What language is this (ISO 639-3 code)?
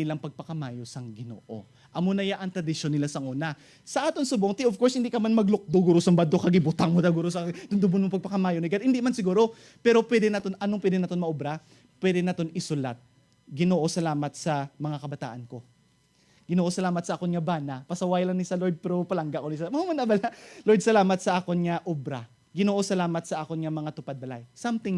hil